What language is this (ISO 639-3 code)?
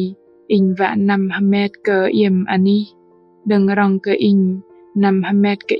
bdq